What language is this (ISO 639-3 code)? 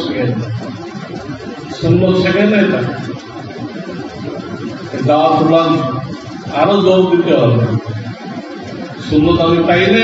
ben